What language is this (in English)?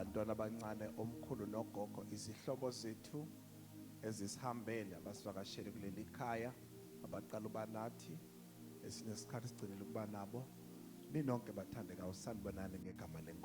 Zulu